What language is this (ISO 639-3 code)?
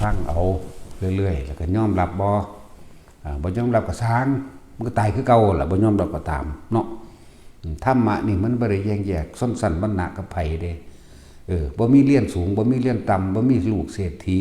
tts